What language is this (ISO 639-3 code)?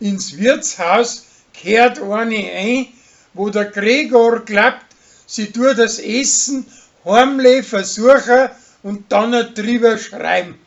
bar